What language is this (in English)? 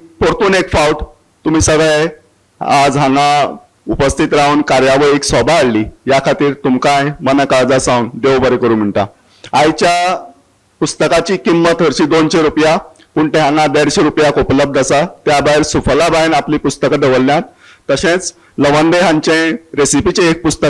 Konkani